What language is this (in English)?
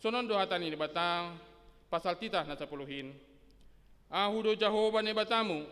Batak Simalungun